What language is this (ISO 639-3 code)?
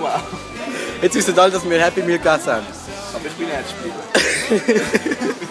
gsw